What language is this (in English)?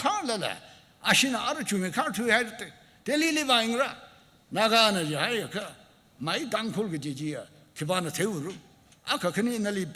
Tangkhul Naga (India)